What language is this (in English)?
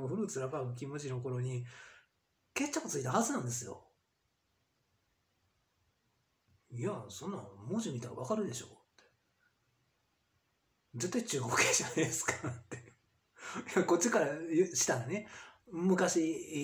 Japanese